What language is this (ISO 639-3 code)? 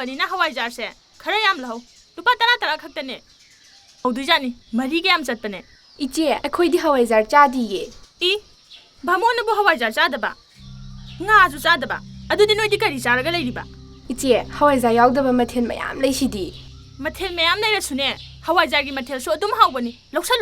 mni